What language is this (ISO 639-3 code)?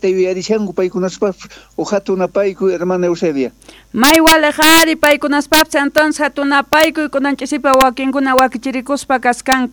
que